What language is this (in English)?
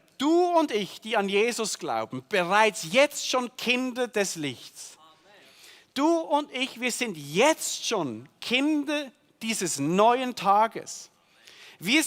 Swiss German